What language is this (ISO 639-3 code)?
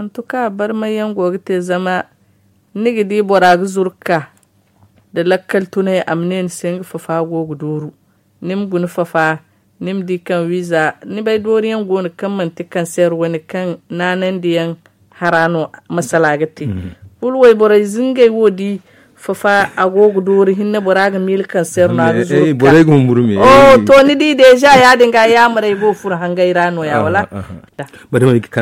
dje